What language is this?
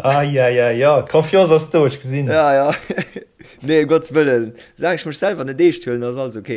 Luxembourgish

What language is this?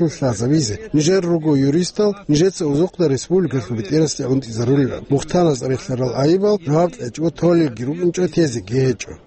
Avaric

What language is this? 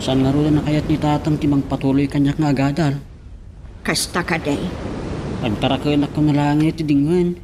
Iloko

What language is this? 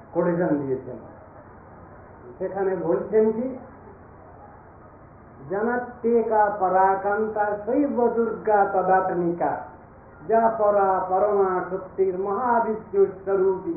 Bangla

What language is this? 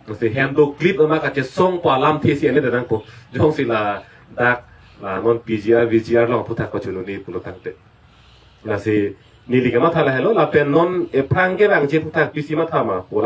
Karbi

